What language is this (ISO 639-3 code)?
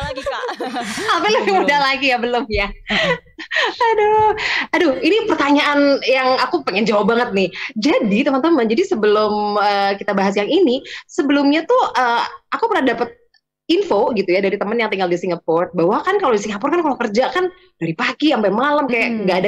ind